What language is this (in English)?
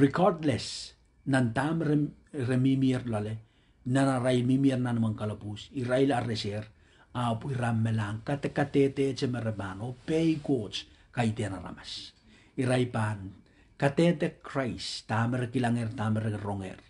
Pohnpeian